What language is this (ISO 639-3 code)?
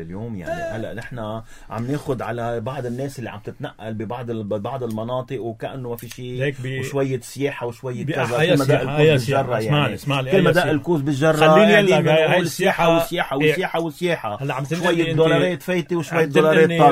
apc